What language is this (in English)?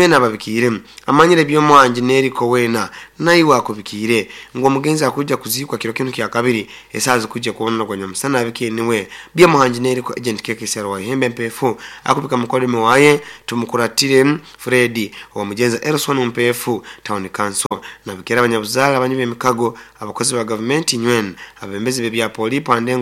Nyoro